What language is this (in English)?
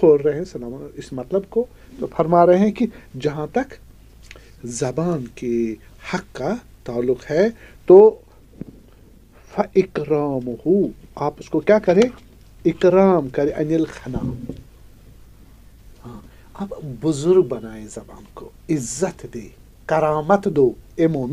Urdu